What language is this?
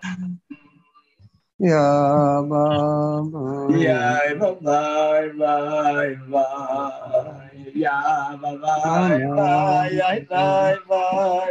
Hebrew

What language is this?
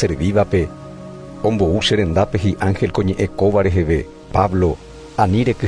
Guarani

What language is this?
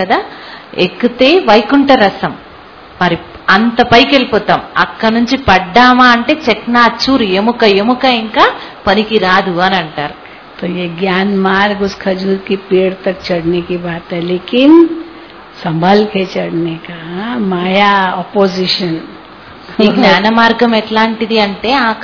Telugu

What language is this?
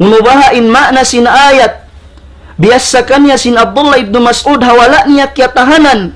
Tausug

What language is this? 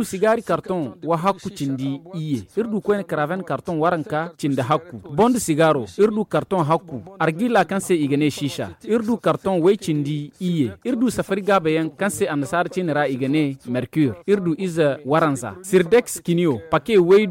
Zarma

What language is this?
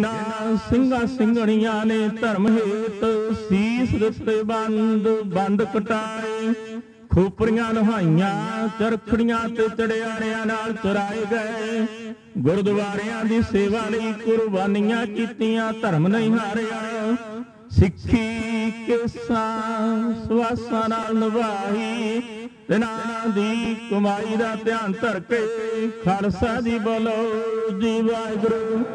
Punjabi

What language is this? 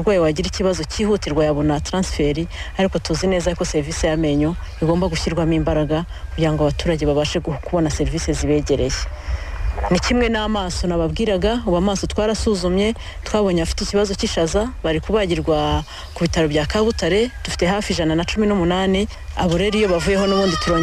Kinyarwanda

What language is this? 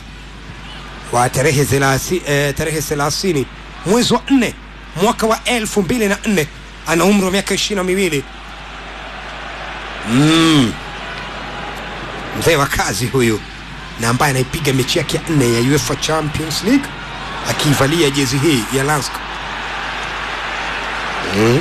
Swahili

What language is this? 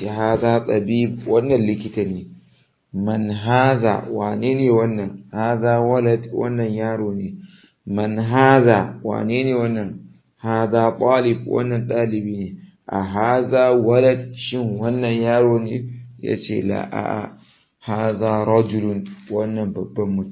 Hausa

